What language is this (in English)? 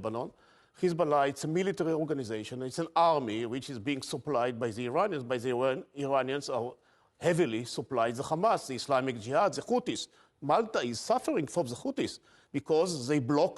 English